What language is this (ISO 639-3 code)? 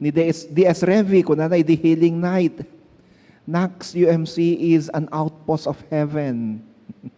ilo